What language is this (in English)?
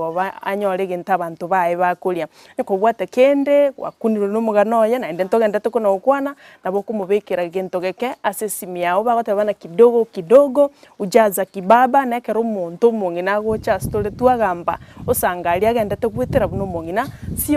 Gusii